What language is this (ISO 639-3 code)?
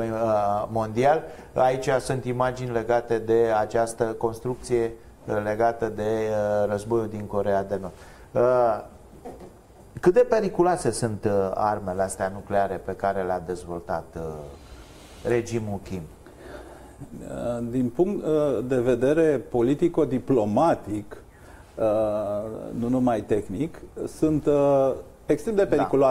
ron